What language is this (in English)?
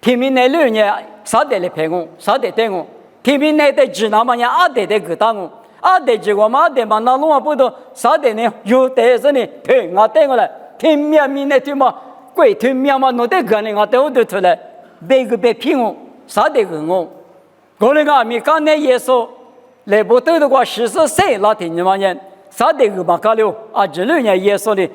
Lisu